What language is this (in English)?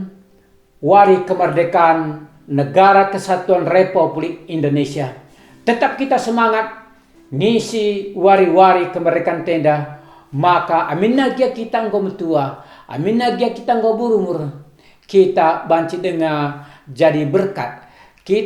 Batak Karo